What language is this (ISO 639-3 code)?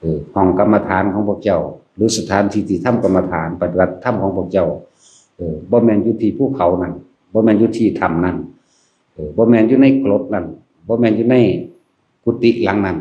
lao